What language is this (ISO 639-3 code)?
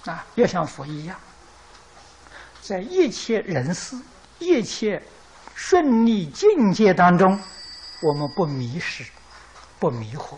zho